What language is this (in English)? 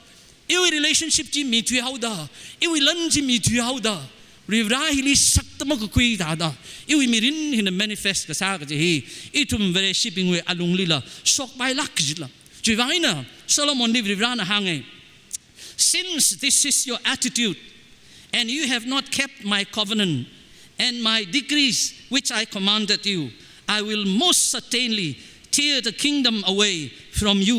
Tangkhul Naga (India)